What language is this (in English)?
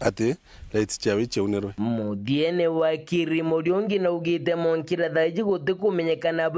Meru